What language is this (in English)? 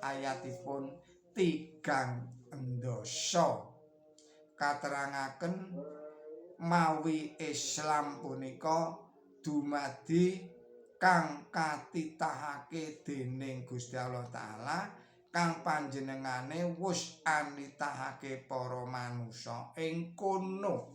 Javanese